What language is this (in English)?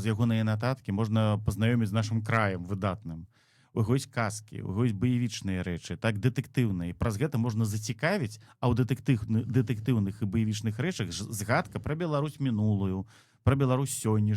Belarusian